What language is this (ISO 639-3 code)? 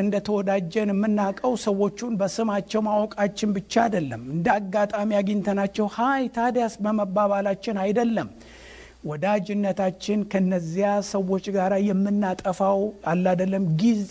amh